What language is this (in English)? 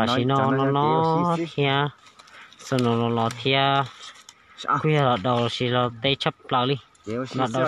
Hmong